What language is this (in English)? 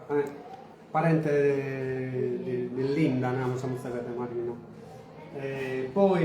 Sardinian